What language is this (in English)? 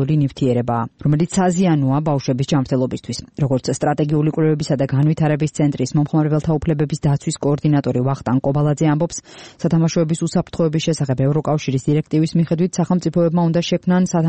Georgian